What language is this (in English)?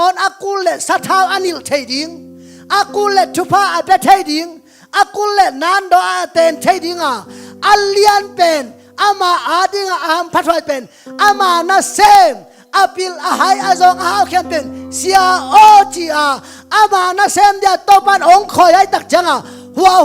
Tedim Chin